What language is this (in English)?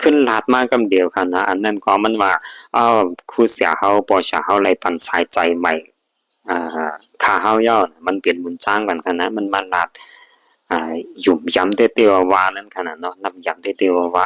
Shan